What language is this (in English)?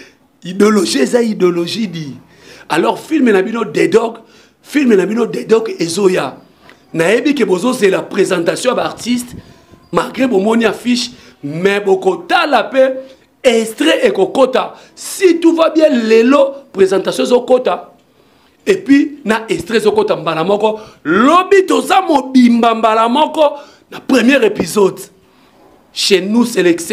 Lingala